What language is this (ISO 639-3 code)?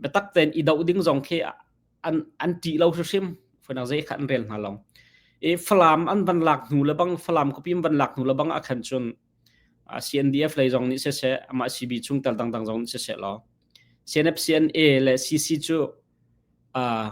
cnh